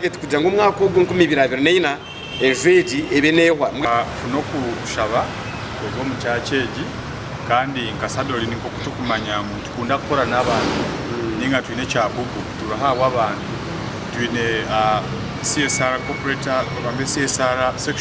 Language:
Nyankole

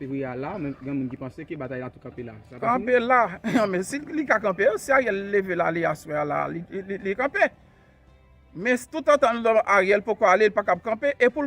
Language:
Haitian Creole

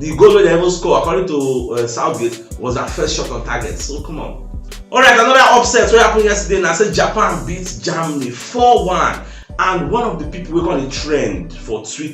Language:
Nigerian Pidgin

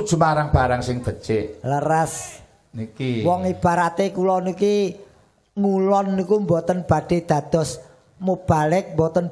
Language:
Javanese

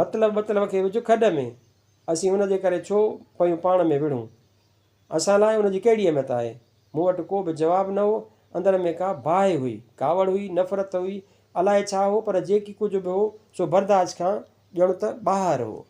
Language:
Sindhi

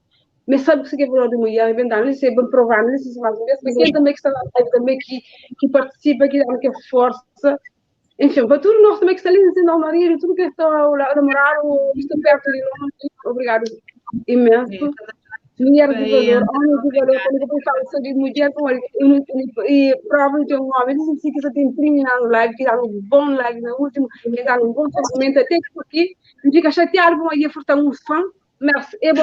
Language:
Kabuverdianu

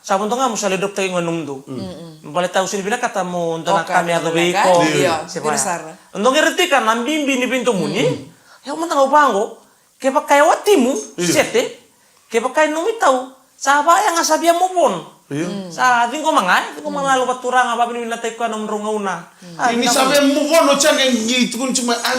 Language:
Fijian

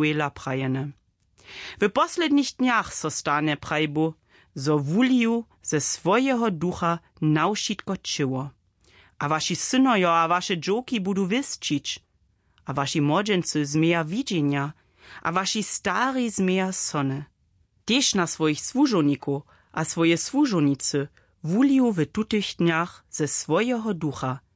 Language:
Upper Sorbian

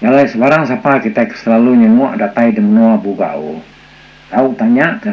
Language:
Iban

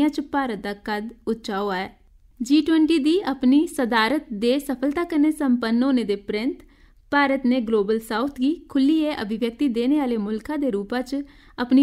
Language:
Dogri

